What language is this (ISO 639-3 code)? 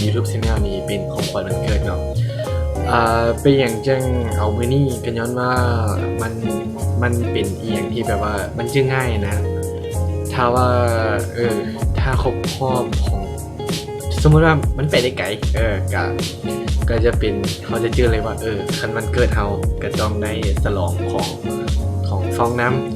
lao